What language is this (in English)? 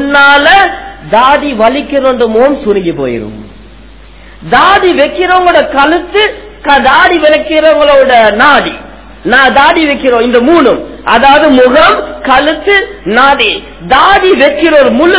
Tamil